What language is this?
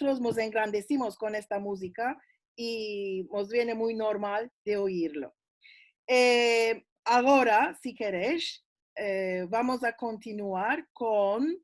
Ladino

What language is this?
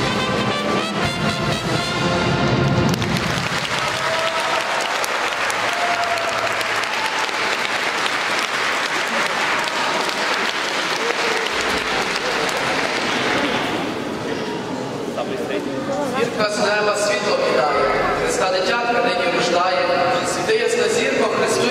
Ukrainian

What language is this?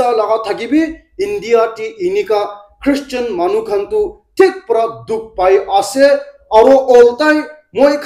Naga Pidgin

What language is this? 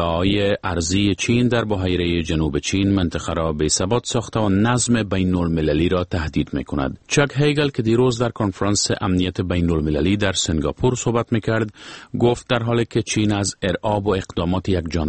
Persian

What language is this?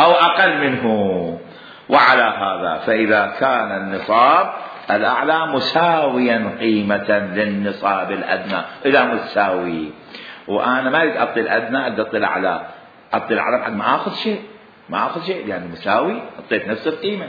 Mesopotamian Arabic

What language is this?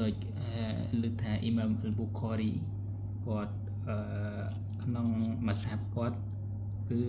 Khmer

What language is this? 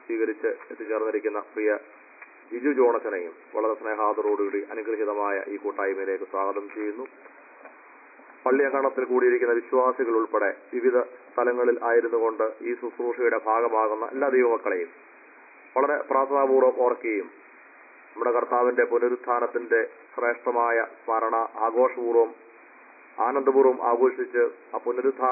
Malayalam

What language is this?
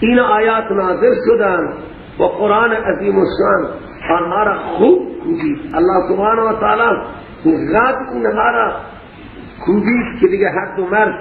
Persian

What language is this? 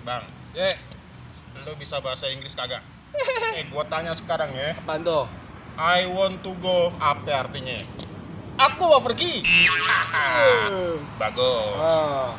Betawi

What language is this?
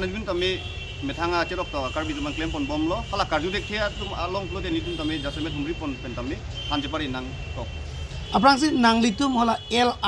Karbi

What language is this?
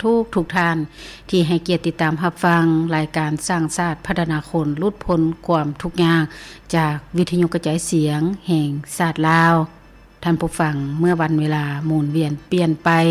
Lao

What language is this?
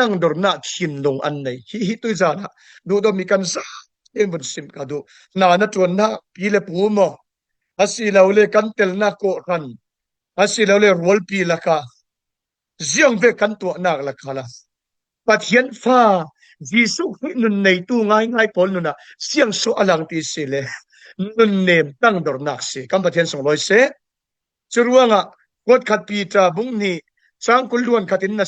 Falam Chin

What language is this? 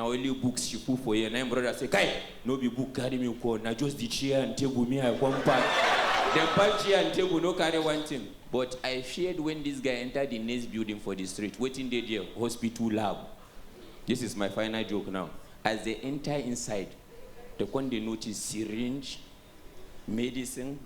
Nigerian Pidgin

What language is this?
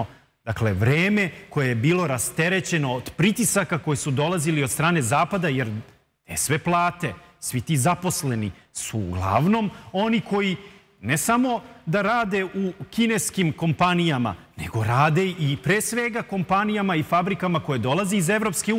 Serbian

